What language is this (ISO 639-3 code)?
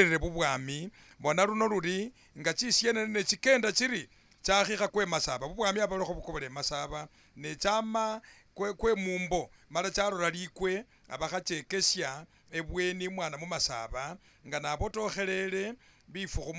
myx